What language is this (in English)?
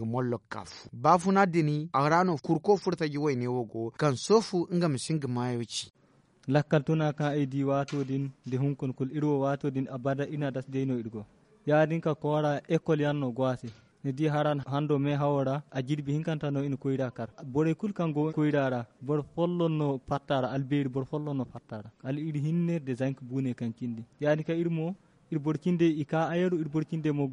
Zarma